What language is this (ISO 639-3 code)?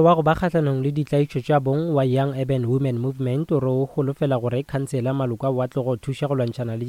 nso